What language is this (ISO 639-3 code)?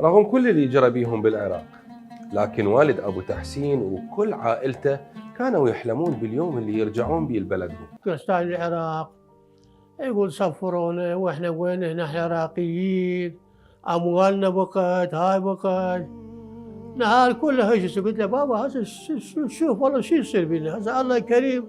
acm